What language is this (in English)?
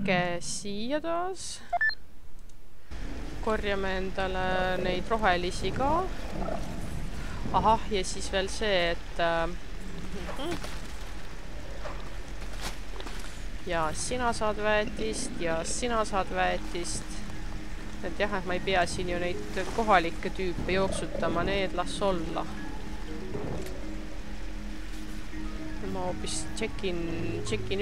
Estonian